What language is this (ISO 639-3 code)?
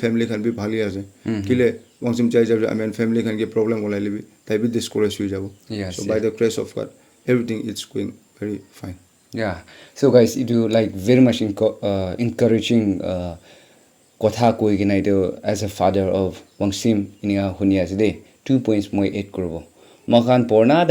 nag